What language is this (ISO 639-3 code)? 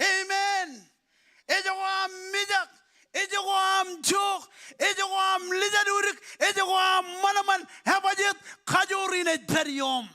mah